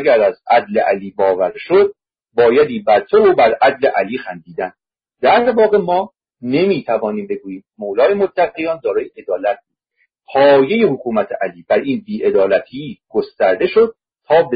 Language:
Persian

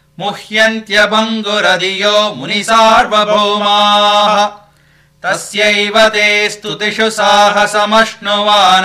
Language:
Sanskrit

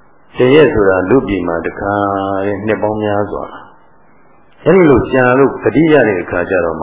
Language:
Burmese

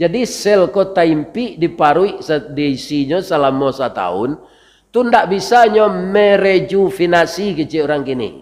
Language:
Minangkabau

